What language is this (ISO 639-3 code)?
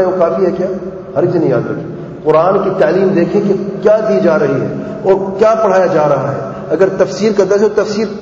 urd